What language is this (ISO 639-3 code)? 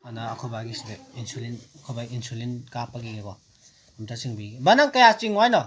mni